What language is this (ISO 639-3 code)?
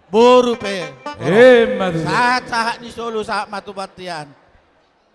bbc